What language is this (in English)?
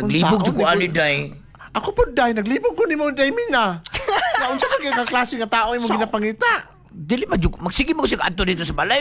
Cebuano